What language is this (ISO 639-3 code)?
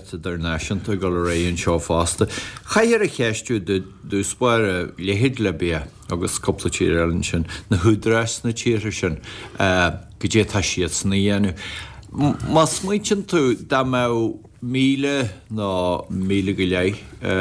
gle